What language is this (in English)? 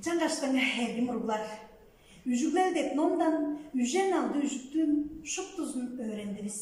Tuvinian